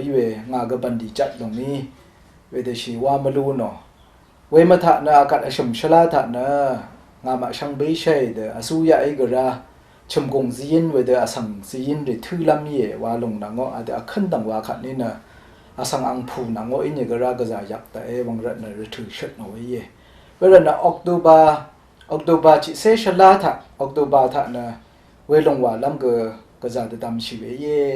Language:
Rawang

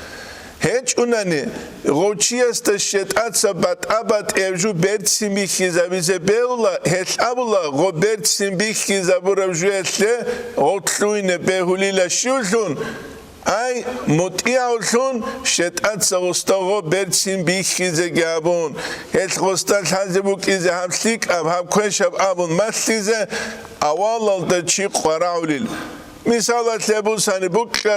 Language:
Avaric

